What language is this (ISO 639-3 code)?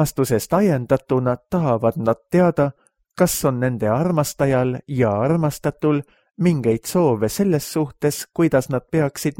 est